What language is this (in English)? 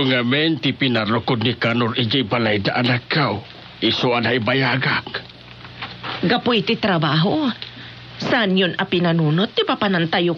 Iloko